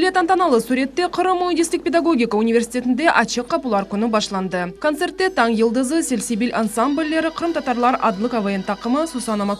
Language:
Crimean Tatar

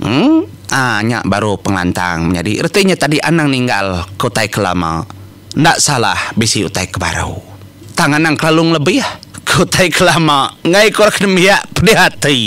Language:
Iban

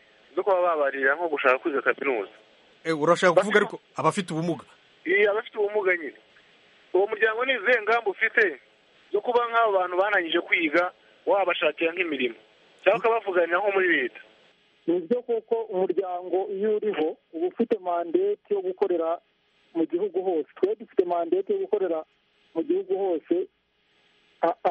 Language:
Kinyarwanda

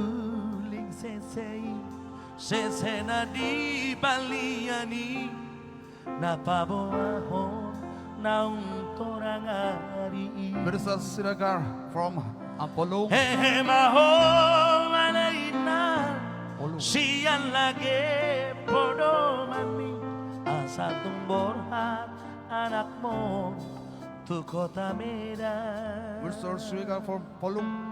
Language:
Batak Toba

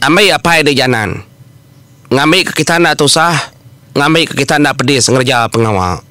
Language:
Iban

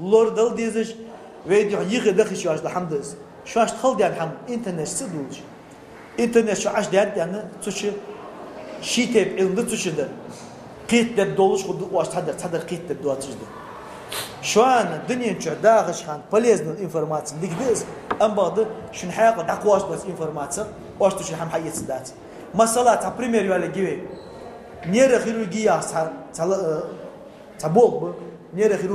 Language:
Ingush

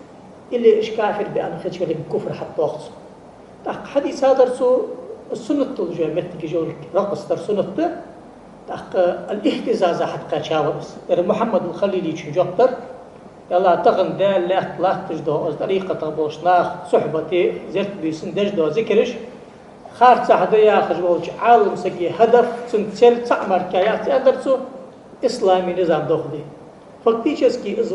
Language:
Ingush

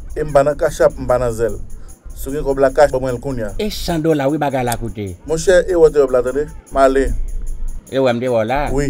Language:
Haitian Creole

